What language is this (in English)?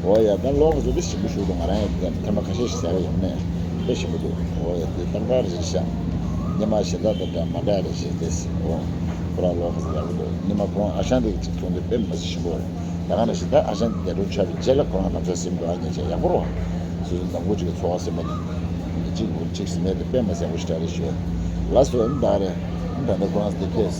Tibetan